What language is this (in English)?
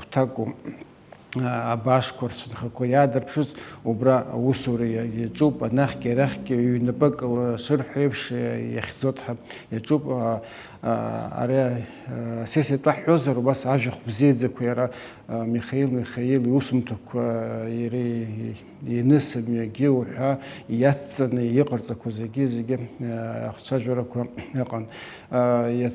Abkhazian